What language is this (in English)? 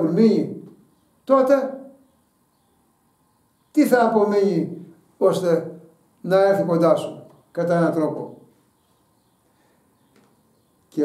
Greek